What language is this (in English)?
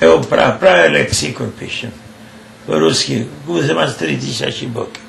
Rusyn